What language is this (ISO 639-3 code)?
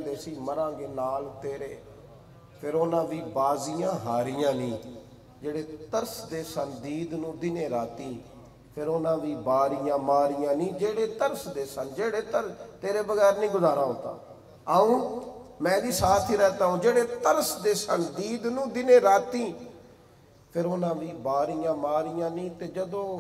urd